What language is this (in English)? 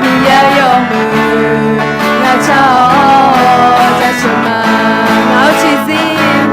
Akha